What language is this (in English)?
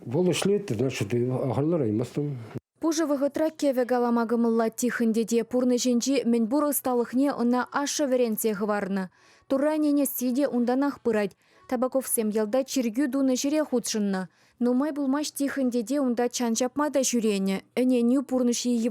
Chuvash